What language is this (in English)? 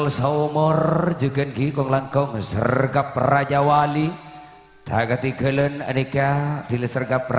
Madurese